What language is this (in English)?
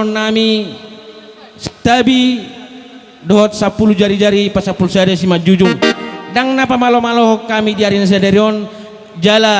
Batak Toba